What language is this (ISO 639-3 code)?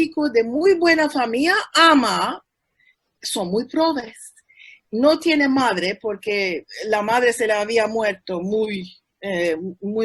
lad